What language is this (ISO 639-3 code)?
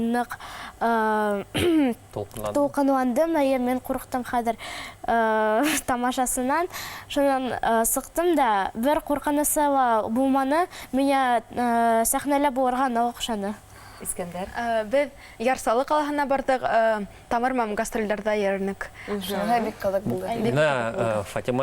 bak